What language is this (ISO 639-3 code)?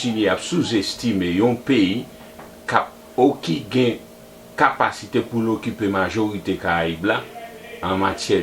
hat